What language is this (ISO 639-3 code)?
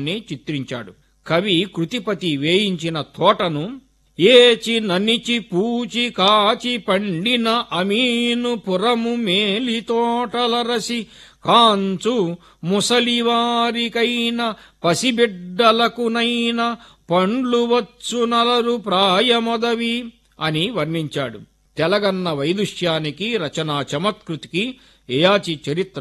tel